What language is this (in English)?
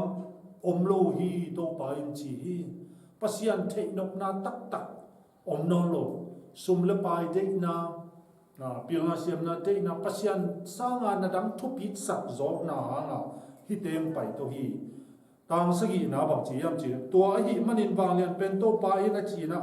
Tedim Chin